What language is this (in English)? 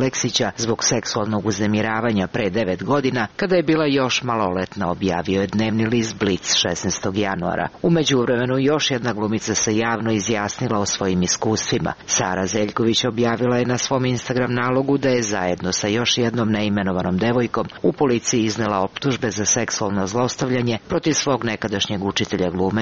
Serbian